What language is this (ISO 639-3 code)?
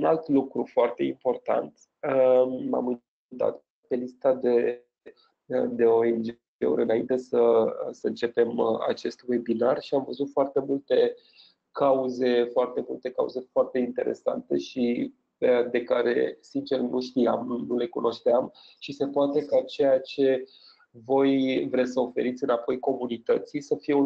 ron